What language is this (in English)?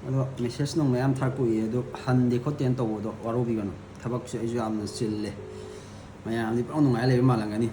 Manipuri